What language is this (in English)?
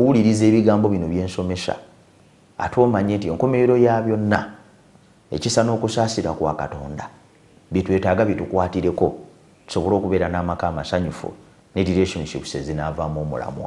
Ganda